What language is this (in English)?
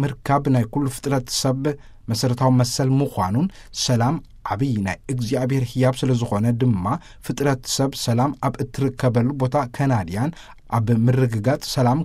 Tigrinya